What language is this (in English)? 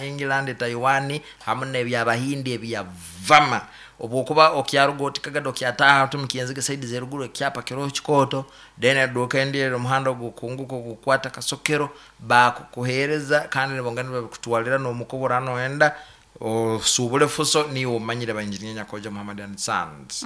Nyankole